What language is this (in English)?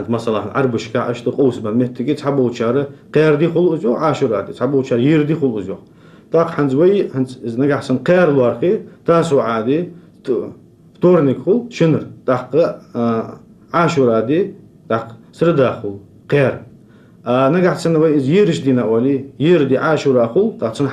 Ingush